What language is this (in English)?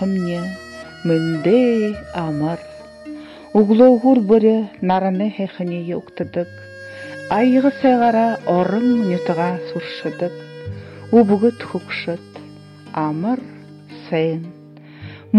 Buriat